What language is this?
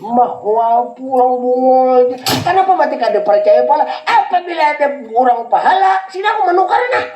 Banjar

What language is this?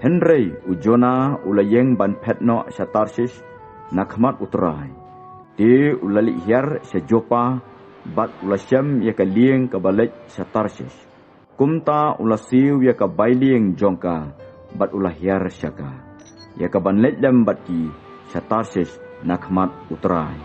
Khasi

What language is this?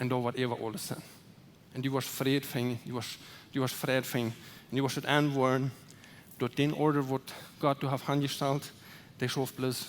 Plautdietsch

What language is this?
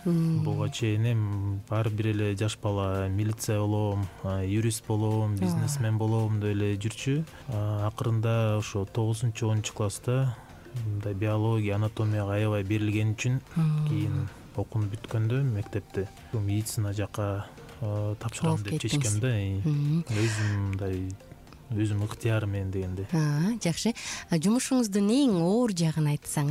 Kyrgyz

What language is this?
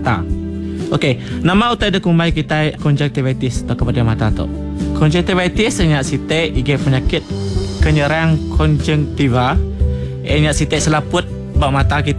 Iban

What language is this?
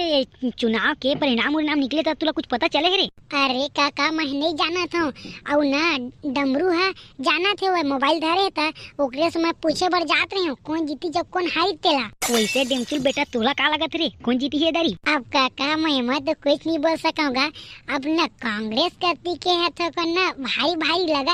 Chhattisgarhi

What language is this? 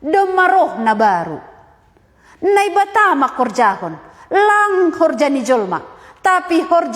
Batak Simalungun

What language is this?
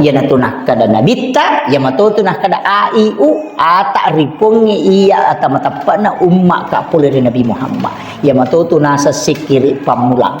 Buginese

